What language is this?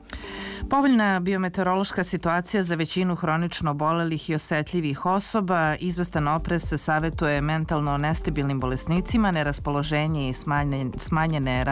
Serbian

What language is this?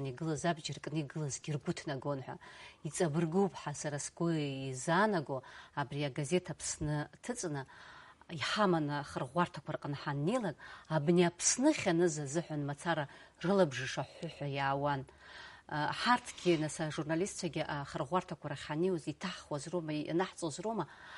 Abkhazian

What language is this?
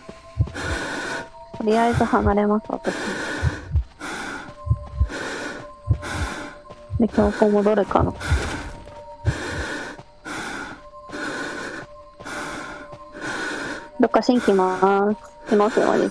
Japanese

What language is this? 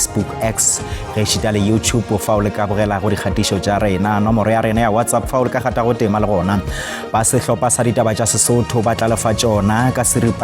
Northern Sotho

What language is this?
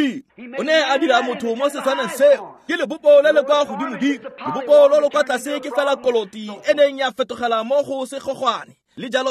Tswana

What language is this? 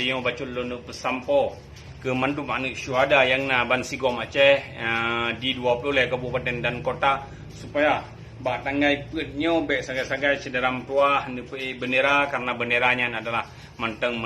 Achinese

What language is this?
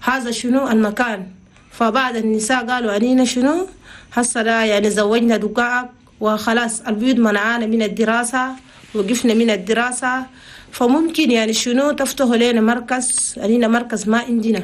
Chadian Arabic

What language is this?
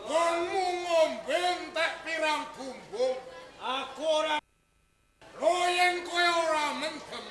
Javanese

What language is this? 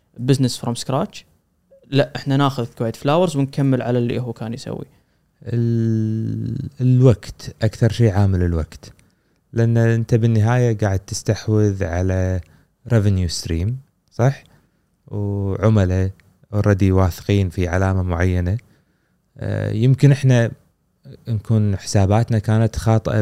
Gulf Arabic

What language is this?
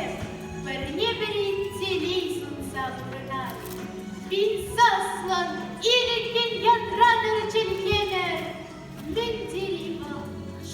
Chuvash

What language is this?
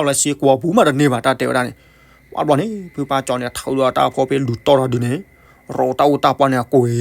S'gaw Karen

